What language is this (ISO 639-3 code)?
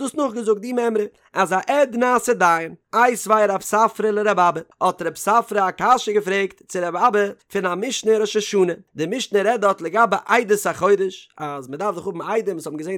yid